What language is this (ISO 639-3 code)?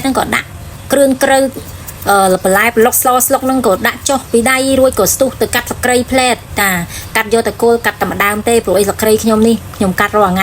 khm